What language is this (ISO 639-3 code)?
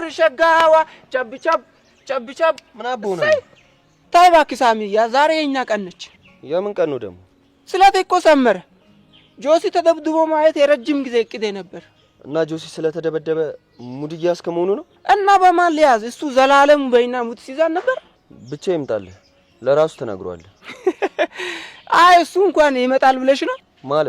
amh